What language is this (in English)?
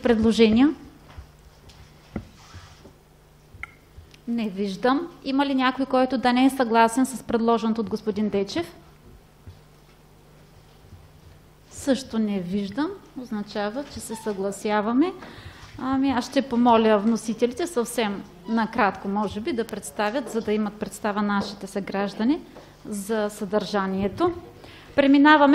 Bulgarian